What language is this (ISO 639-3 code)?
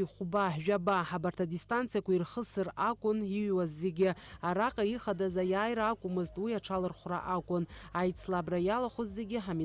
abk